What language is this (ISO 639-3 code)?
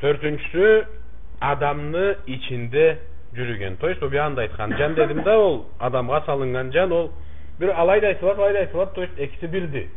krc